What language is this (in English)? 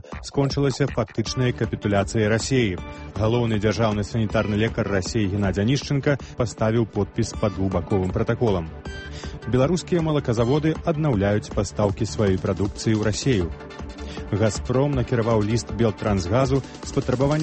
Belarusian